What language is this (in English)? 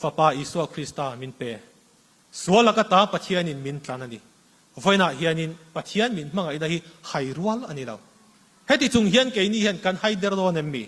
Mizo